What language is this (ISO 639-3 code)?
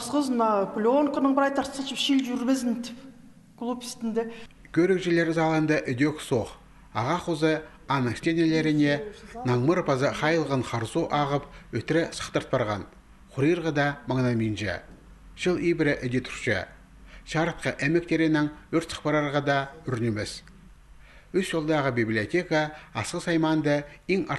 kjh